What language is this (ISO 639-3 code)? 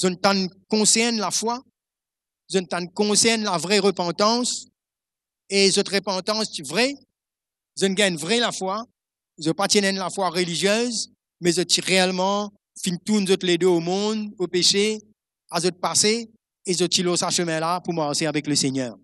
mfe